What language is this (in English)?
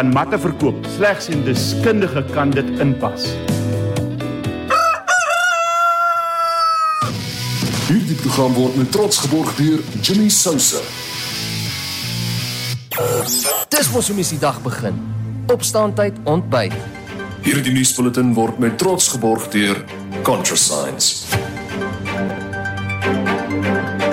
Afrikaans